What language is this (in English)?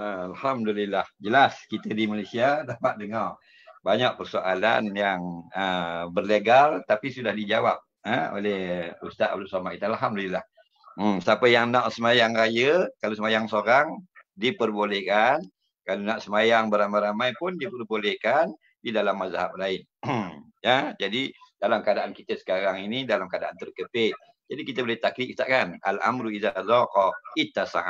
Malay